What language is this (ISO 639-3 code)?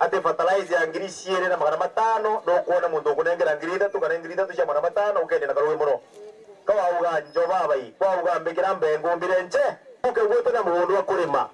mer